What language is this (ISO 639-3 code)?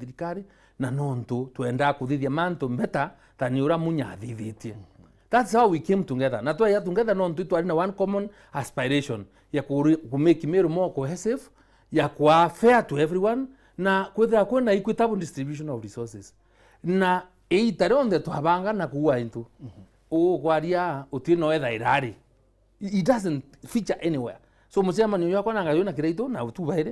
mer